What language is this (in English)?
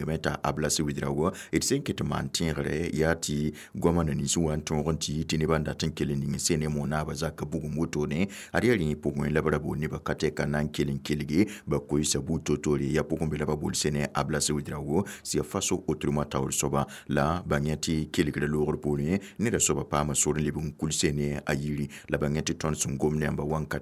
Mossi